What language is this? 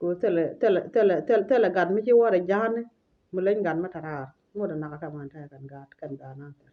Nuer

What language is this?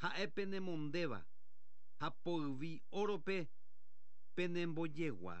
Guarani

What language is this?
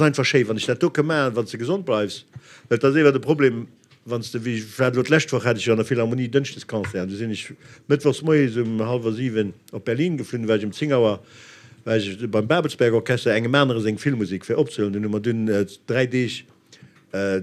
Luxembourgish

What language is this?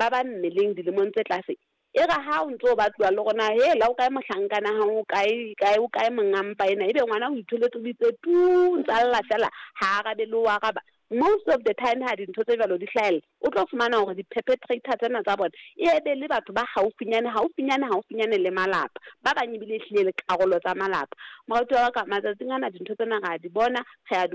Southern Sotho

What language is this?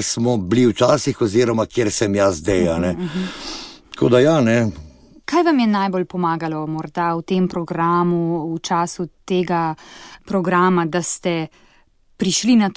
Slovenian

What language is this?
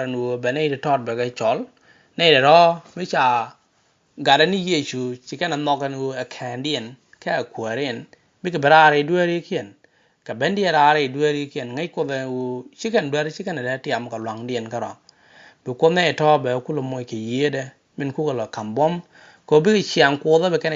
Nuer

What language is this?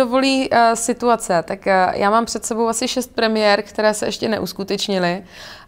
Czech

